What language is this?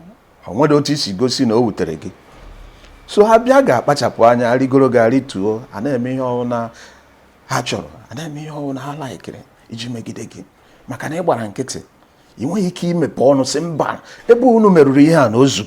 Igbo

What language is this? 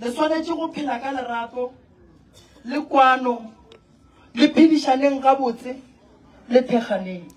Northern Sotho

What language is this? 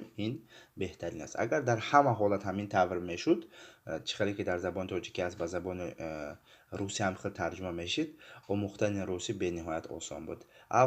Tajik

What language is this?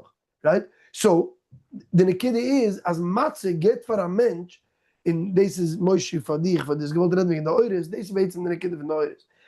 Yiddish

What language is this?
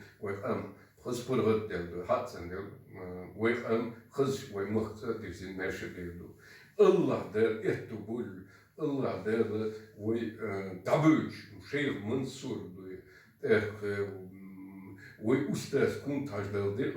Chechen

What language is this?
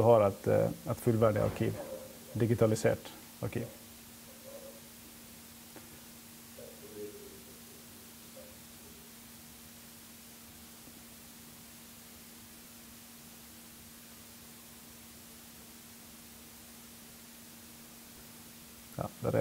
Norwegian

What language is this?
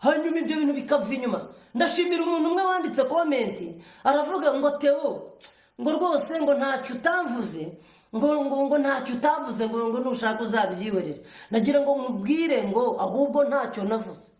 Kinyarwanda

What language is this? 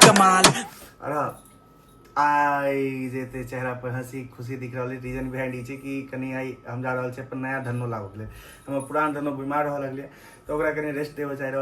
Maithili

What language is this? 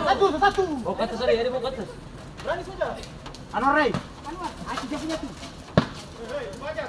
Ambonese Malay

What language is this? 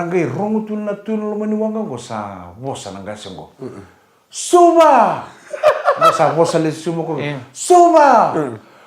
Fijian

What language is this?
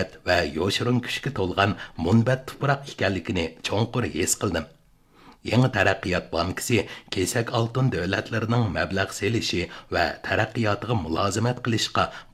Uyghur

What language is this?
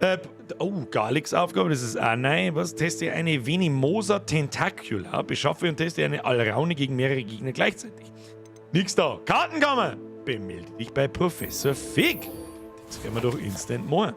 Bavarian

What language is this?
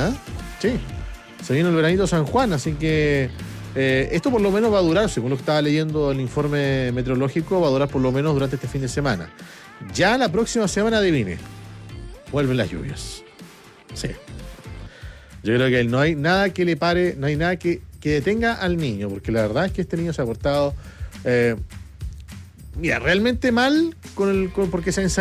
Spanish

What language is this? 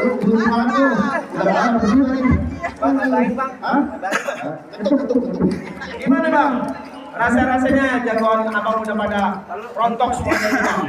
Betawi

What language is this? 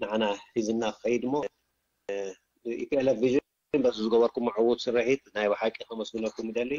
Tigrinya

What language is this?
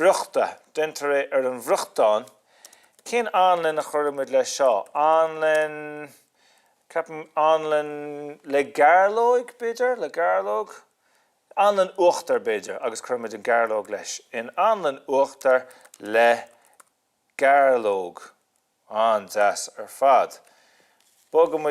Irish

